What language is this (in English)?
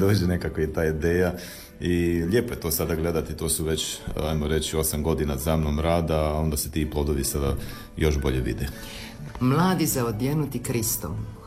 Croatian